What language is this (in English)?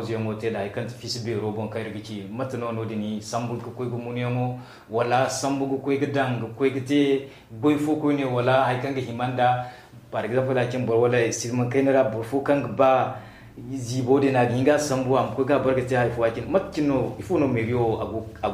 Zarma